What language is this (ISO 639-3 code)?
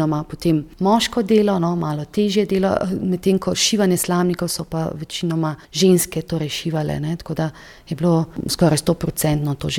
slv